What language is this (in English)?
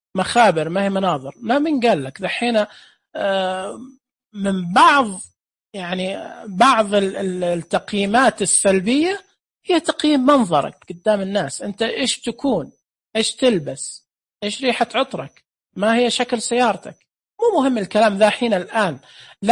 Najdi Arabic